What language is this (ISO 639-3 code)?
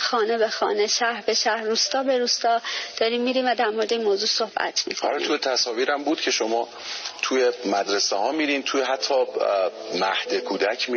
fas